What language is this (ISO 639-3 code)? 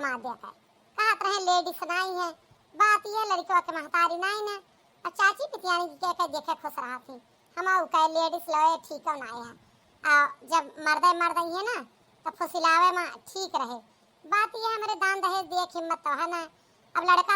awa